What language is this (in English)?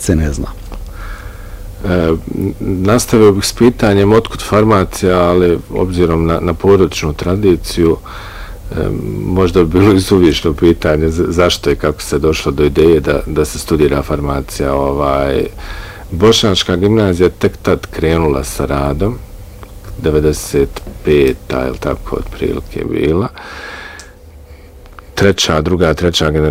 Bosnian